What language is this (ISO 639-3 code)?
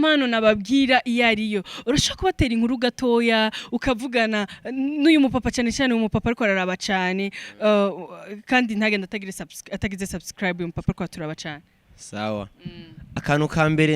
run